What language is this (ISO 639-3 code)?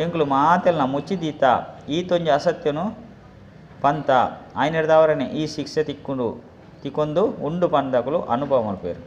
tcy